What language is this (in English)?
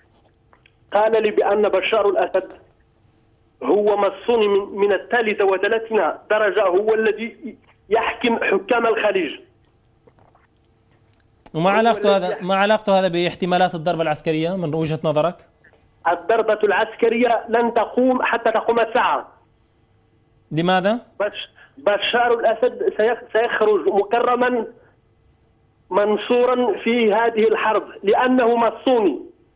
Arabic